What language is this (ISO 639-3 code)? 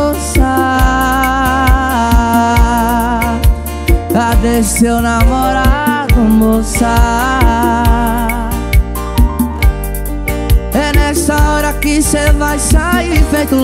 por